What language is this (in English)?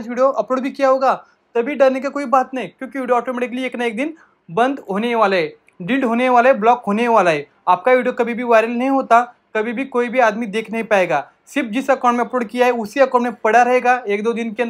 Hindi